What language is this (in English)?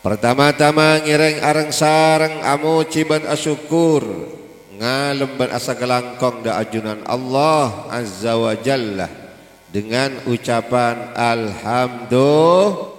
Madurese